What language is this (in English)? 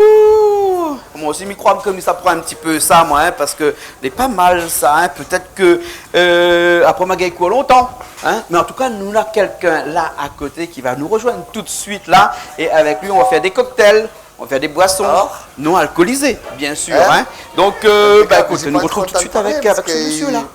Réunion Creole French